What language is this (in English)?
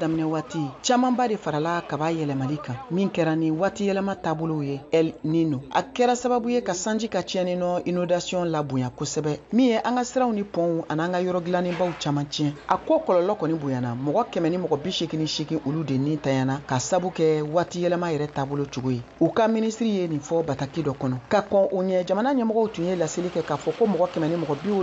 Bambara